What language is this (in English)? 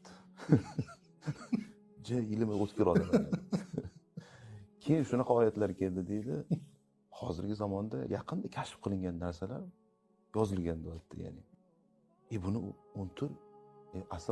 Uzbek